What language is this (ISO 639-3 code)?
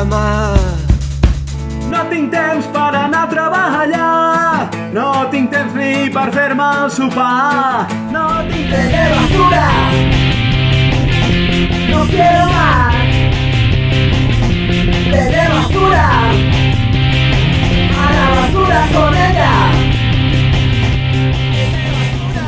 cat